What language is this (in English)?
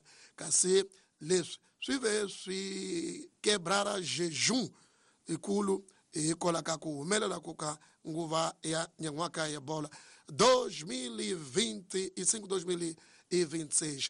Tsonga